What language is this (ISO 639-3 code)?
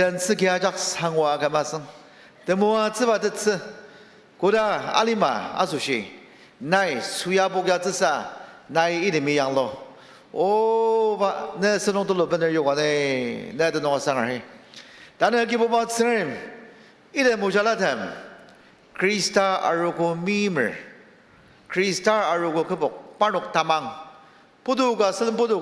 njo